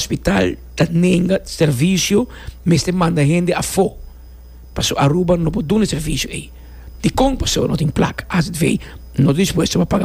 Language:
Papiamento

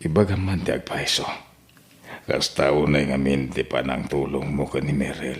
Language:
Iloko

